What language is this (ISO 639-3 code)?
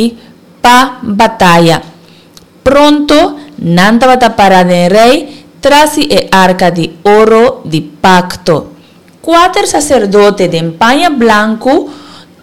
pap